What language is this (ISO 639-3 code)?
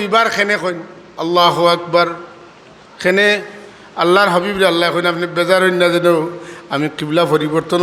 syl